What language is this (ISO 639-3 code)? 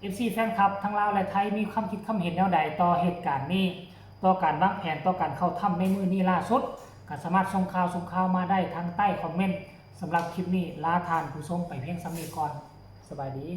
lao